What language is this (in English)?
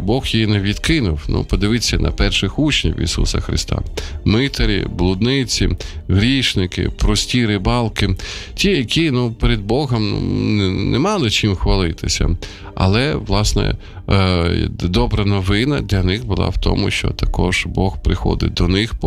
Ukrainian